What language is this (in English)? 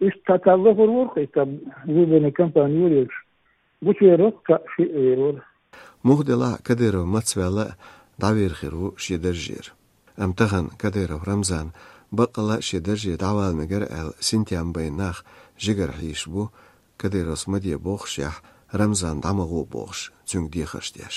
Chechen